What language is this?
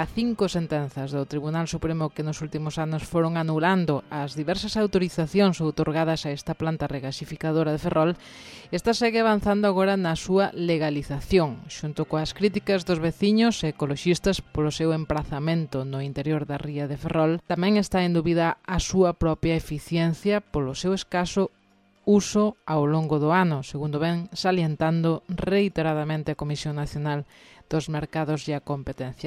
Galician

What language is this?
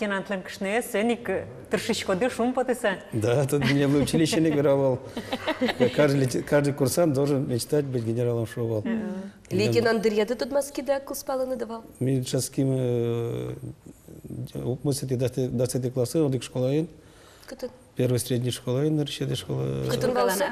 Udmurt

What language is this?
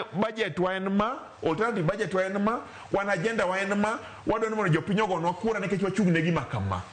Luo (Kenya and Tanzania)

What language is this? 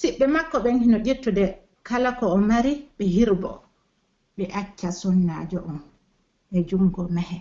Pular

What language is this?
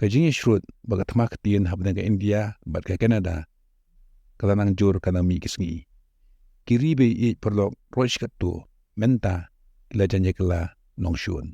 Khasi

